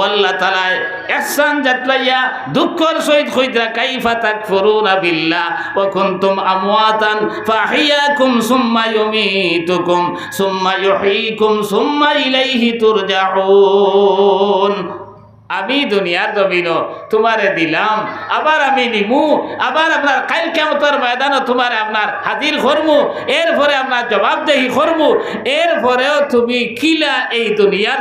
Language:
Sylheti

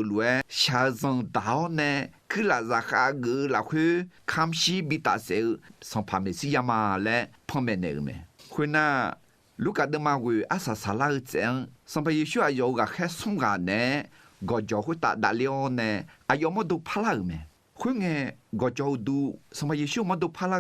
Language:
Akha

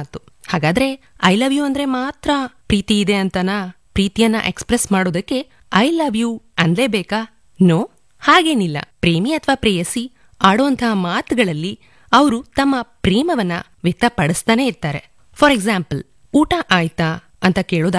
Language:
Kannada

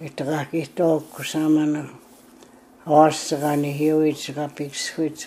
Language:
Plains Cree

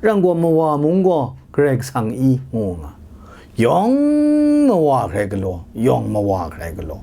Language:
Kachin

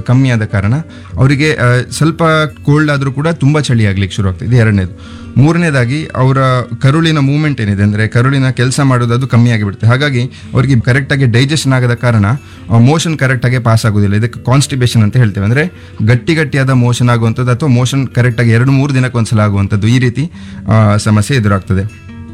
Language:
Kannada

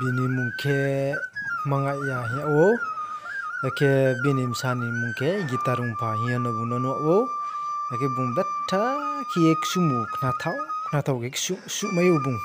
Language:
Riang (India)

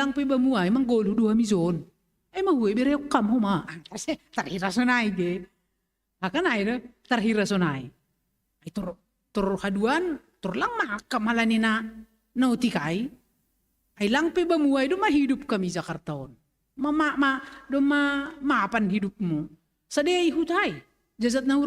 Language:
Batak Simalungun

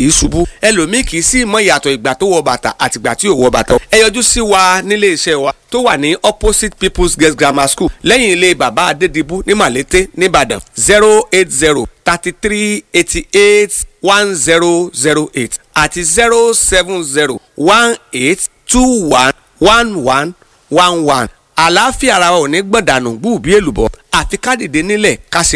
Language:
Yoruba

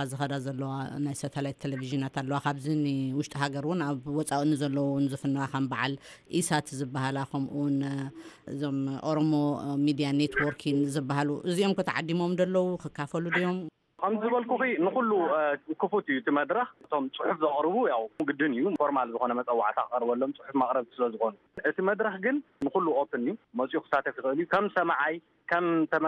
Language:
Tigrinya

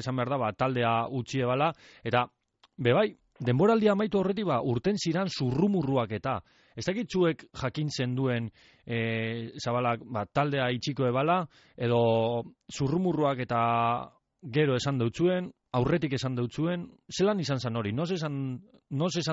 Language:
Basque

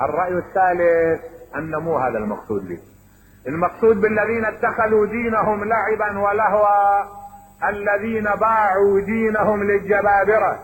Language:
Mesopotamian Arabic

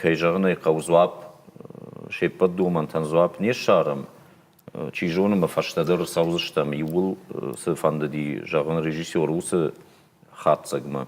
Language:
Ossetic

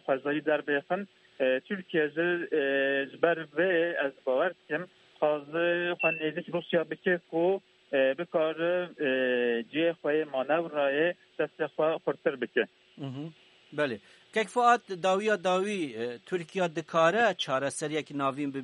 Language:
Kurdish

